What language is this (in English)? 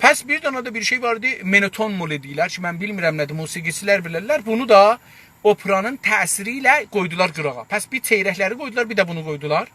South Azerbaijani